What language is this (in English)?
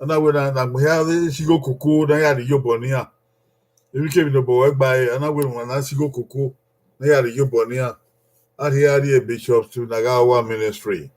Bini